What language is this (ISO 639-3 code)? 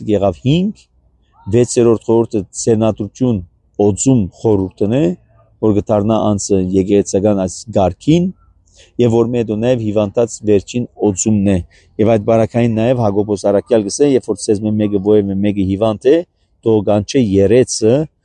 hye